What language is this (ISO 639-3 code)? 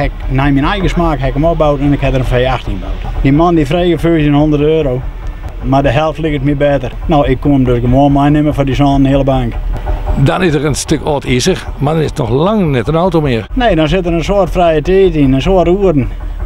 fry